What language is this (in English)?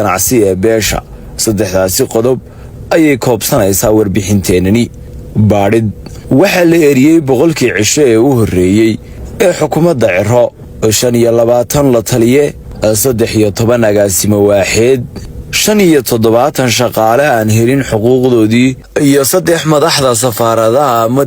Somali